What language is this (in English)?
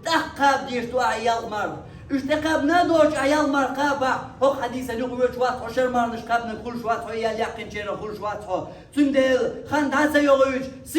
Chechen